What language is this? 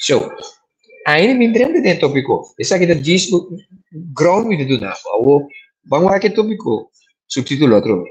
Papiamento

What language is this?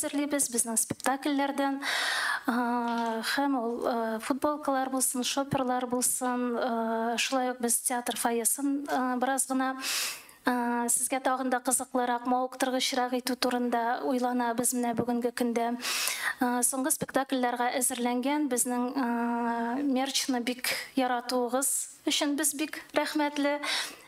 Tatar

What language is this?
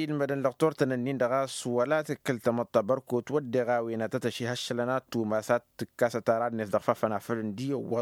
Tamasheq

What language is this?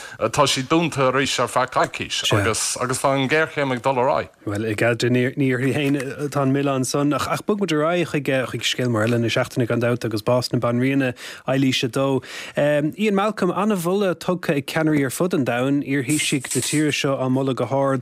Irish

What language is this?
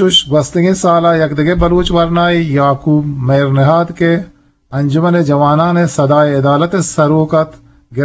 Eastern Balochi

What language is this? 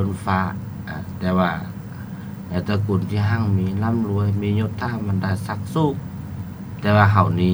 Lao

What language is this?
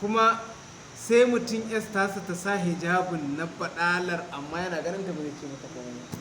Hausa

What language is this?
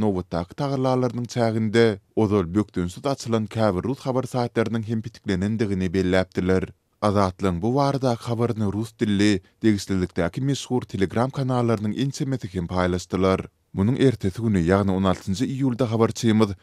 Turkmen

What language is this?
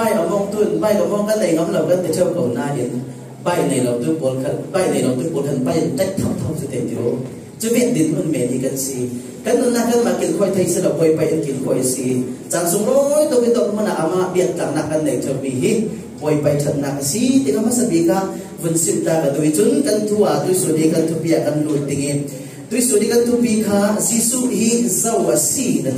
Falam Chin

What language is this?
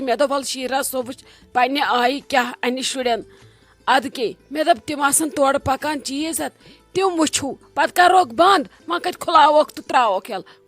Kashmiri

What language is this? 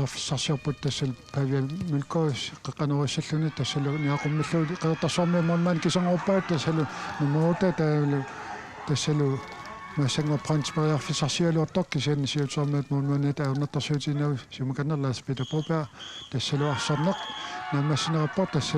Kalaallisut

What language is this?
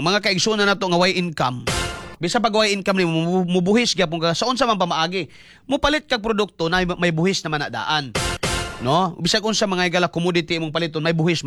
Cebuano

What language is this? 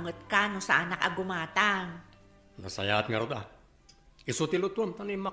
Iloko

